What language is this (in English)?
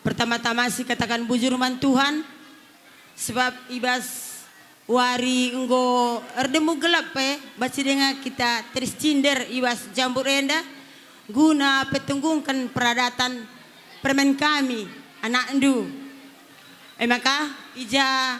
Batak Karo